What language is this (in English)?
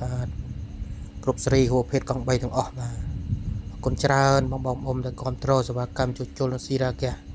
Khmer